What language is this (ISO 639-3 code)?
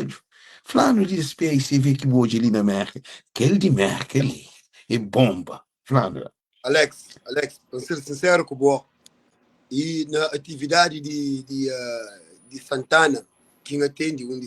kea